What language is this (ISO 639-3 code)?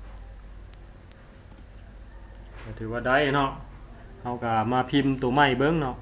lao